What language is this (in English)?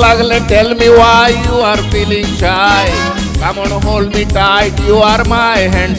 Konkani